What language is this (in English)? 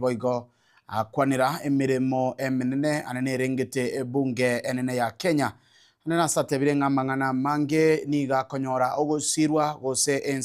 Gusii